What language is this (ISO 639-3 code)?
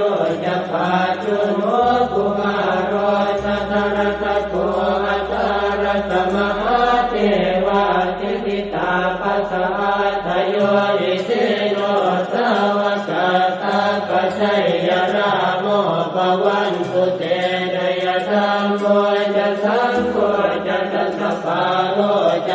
pli